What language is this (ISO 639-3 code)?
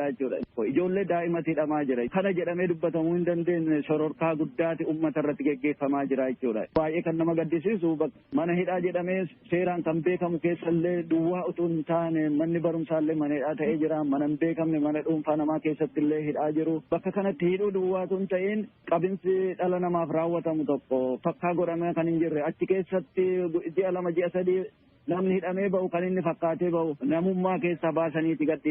orm